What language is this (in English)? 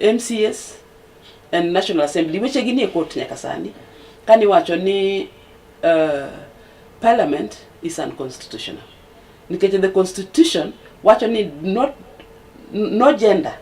Luo (Kenya and Tanzania)